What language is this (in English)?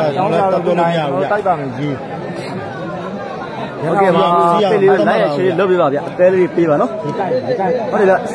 Burmese